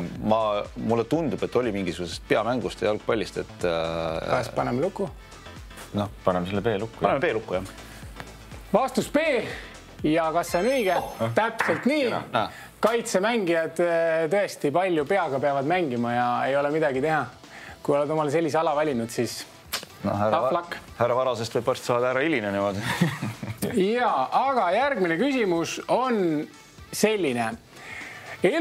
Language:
Estonian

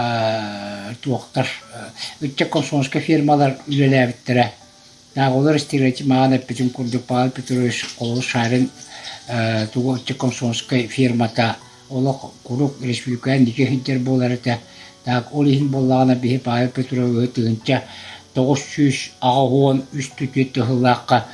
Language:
Yakut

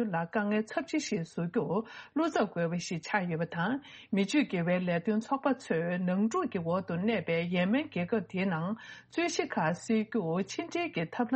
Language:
Tibetan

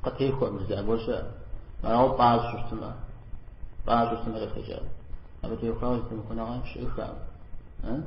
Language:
Kabardian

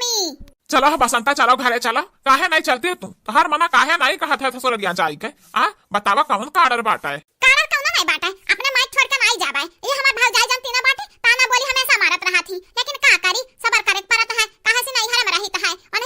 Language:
Awadhi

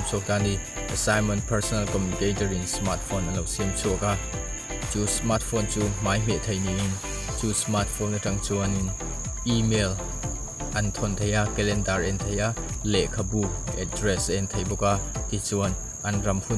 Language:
Mizo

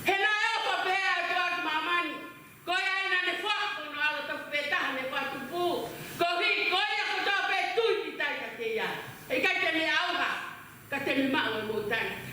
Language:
Tongan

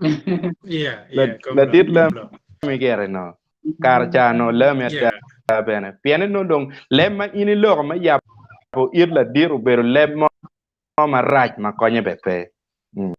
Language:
Acoli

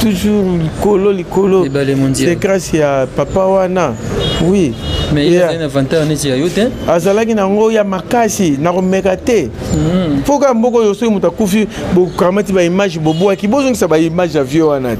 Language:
Lingala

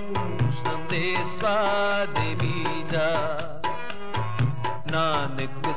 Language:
Punjabi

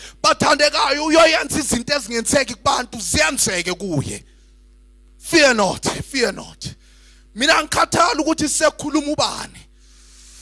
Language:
Zulu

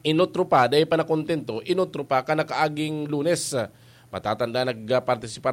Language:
Bikol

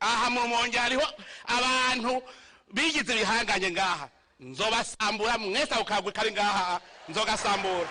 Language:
Rundi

